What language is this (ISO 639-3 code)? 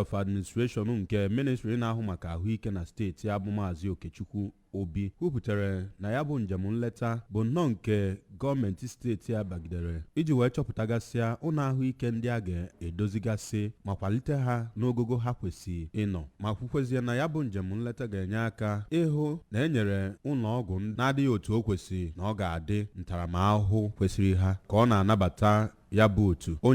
ibo